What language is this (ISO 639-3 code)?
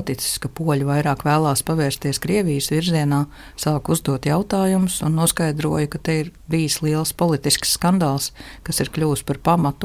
lav